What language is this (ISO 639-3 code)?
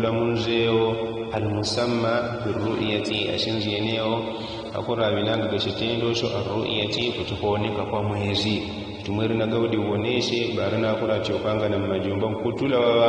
yao